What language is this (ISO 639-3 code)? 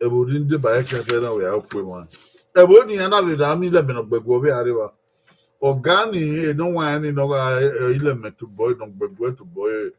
bin